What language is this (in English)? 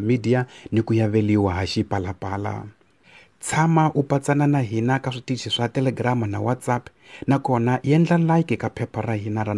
Tsonga